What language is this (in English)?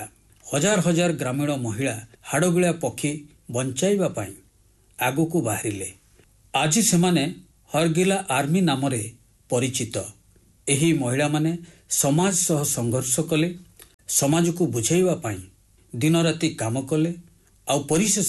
Odia